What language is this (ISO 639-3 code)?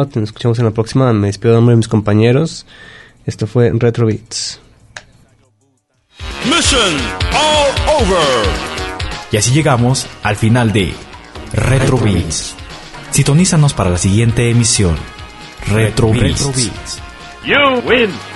spa